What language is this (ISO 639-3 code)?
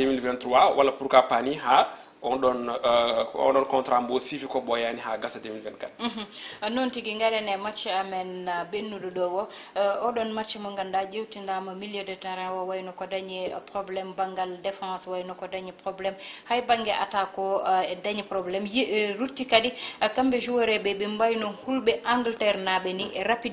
ful